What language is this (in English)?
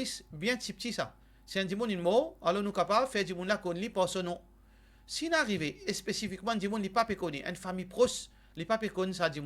Morisyen